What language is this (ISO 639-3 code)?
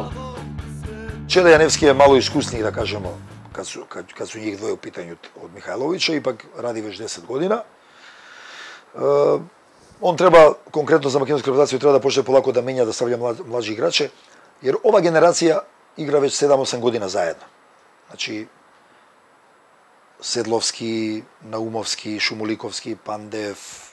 srp